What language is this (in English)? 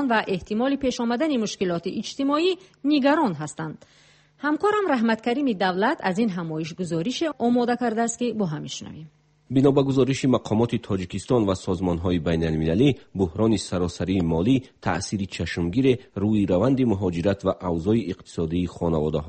Persian